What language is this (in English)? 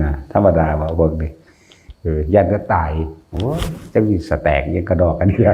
Northeastern Thai